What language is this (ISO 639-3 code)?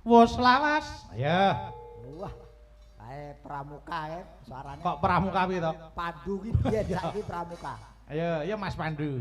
jav